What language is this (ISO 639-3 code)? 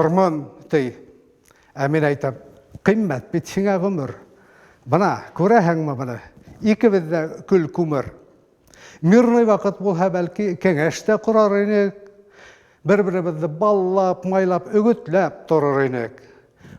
bak